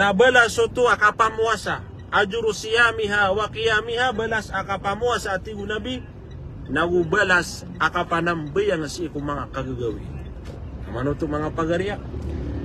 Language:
Maranao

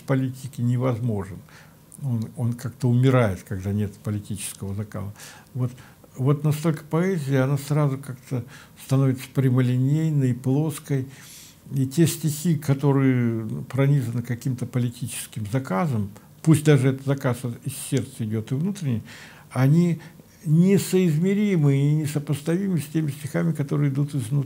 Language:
Russian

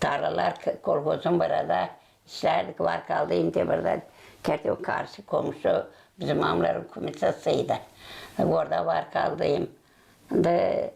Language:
Gagauz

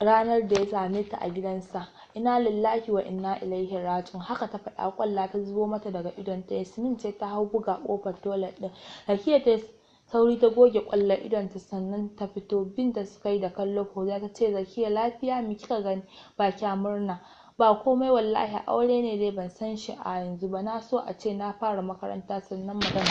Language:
Hausa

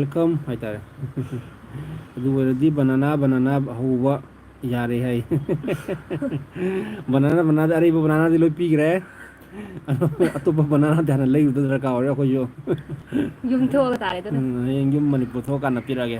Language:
Manipuri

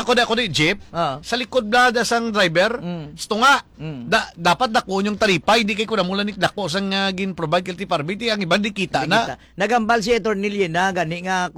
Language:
Hiligaynon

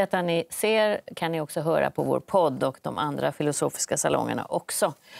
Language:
Swedish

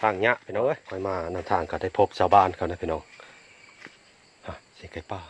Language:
Lao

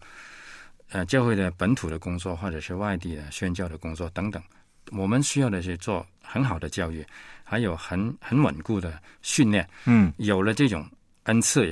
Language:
Chinese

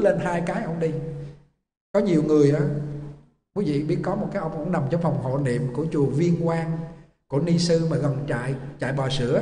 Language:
Vietnamese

